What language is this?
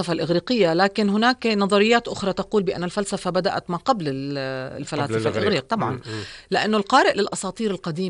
North Levantine Arabic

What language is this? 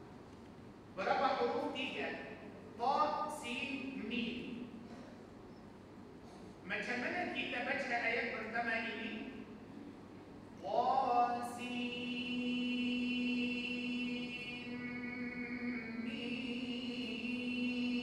Malay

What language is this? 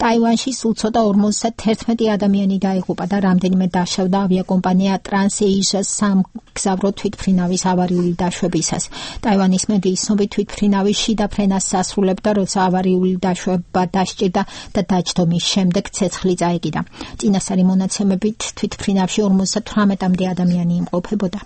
Georgian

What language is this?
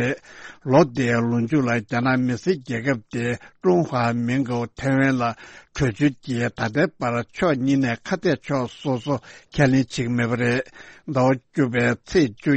Tibetan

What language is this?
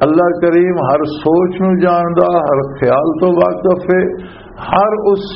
Western Panjabi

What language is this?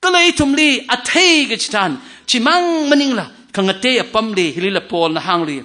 Tangkhul Naga (India)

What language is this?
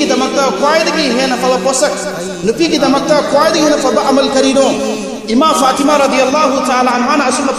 Manipuri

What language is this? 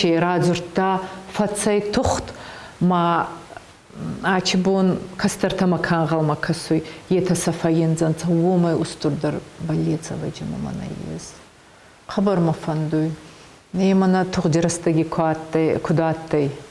Ossetic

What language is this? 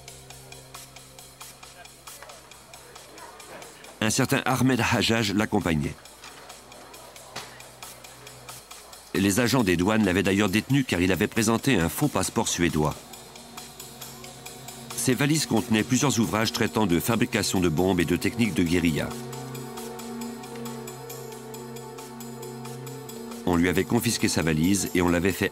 French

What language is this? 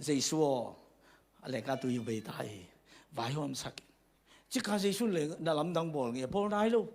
Tedim Chin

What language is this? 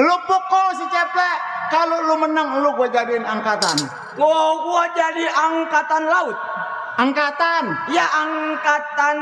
Betawi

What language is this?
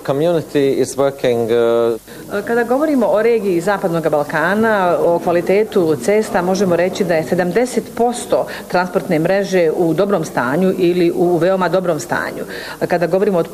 Bosnian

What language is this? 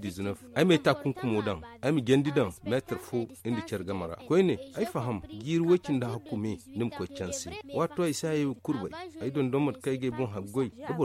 Zarma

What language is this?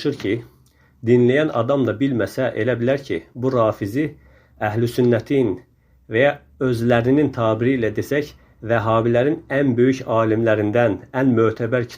Azerbaijani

